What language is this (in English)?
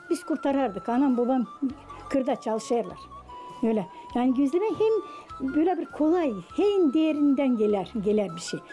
Gagauz